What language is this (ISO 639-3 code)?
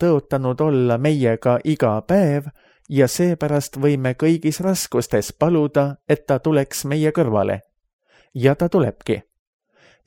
est